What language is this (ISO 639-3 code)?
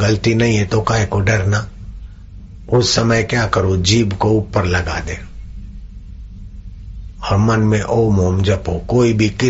hin